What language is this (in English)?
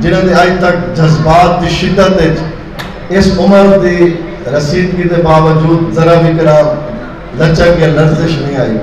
Saraiki